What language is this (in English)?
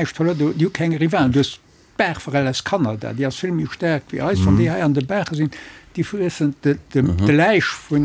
Luxembourgish